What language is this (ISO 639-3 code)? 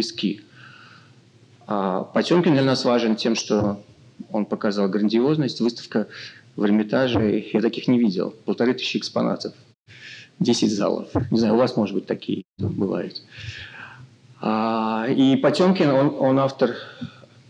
rus